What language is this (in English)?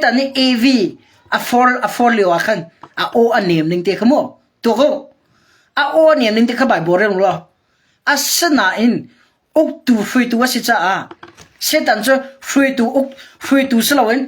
Hakha Chin